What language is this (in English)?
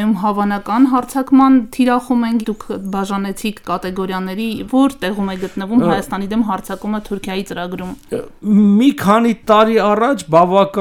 Armenian